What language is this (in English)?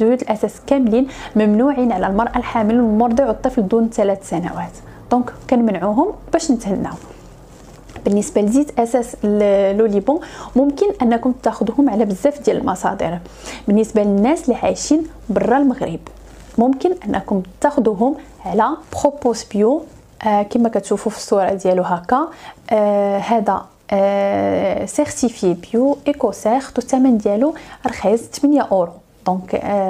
Moroccan Arabic